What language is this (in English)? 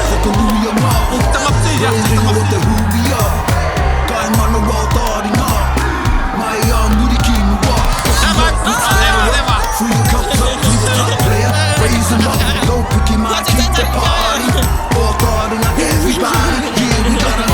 Māori